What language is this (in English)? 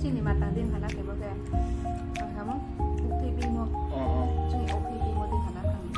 Riang (India)